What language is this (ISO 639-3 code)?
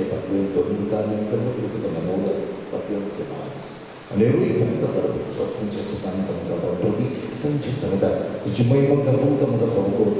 kok